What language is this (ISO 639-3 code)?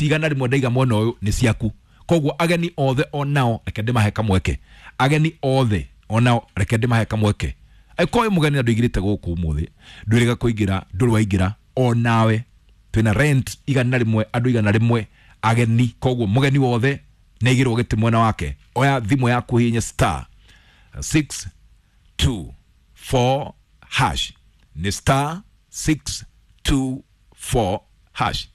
kik